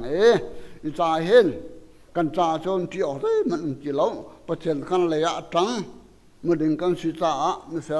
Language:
Hakha Chin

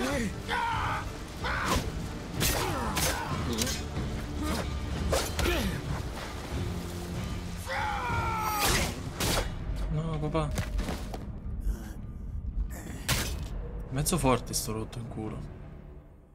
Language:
Italian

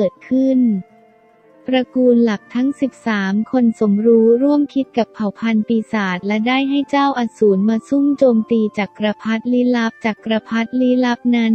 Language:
Thai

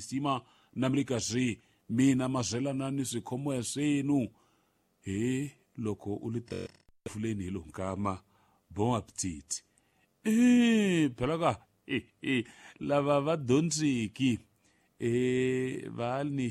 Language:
Tsonga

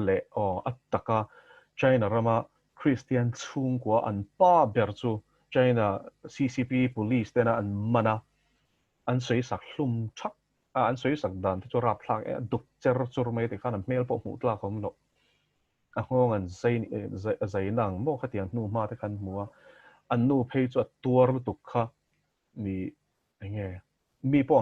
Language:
Mizo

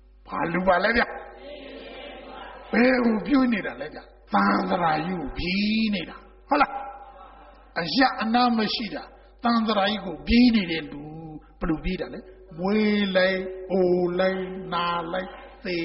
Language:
Burmese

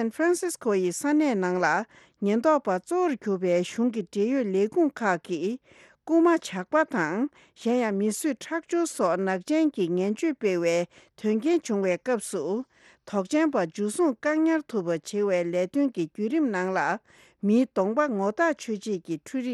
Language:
Tibetan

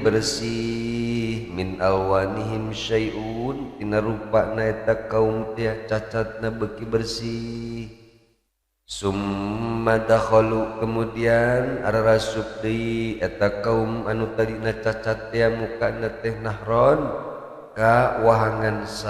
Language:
Sundanese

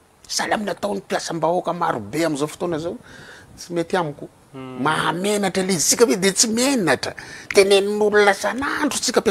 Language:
Malagasy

